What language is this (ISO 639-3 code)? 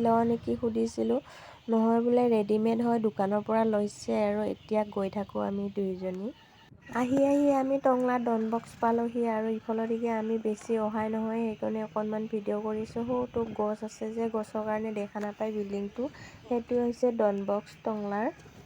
asm